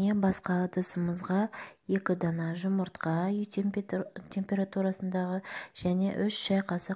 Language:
Kazakh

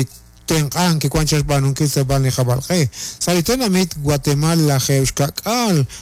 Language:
Kekchí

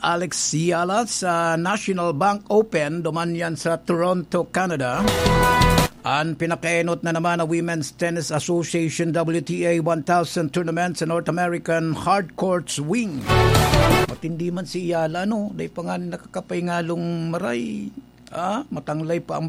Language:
Bikol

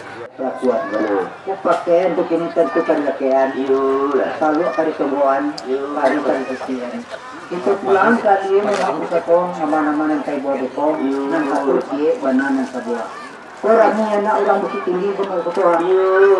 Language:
Minangkabau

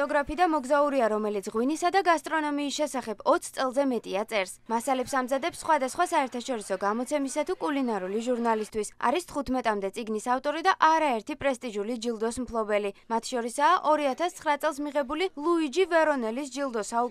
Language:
Georgian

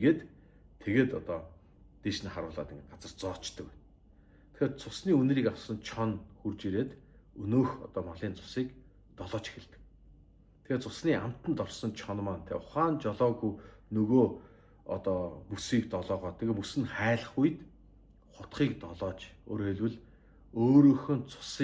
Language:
Mongolian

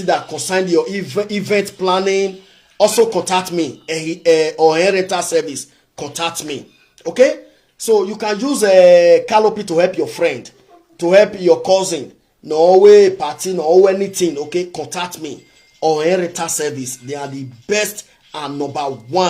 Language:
Nigerian Pidgin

